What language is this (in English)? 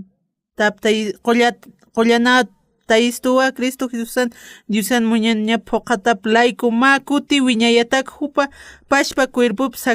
Aymara